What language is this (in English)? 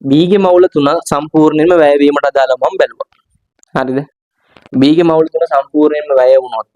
Sinhala